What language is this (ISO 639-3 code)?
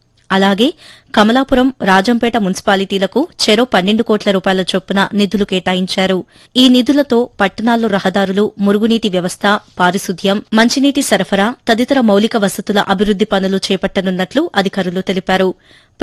tel